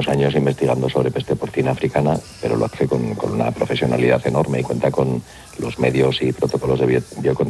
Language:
Spanish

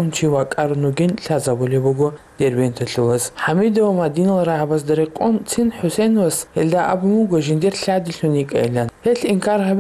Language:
Avaric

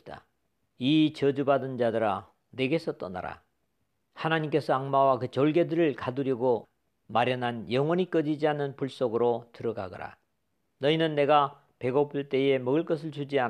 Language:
Korean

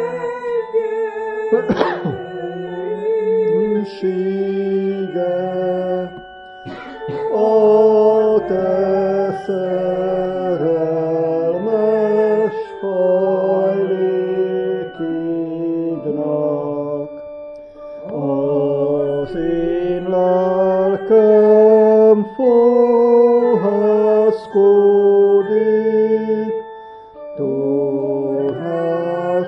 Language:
Hungarian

